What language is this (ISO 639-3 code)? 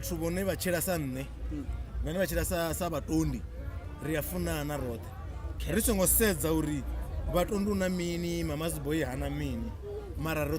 ven